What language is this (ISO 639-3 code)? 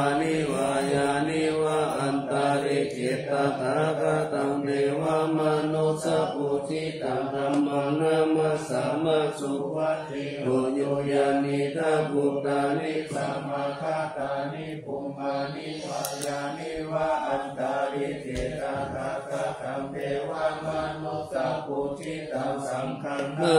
pli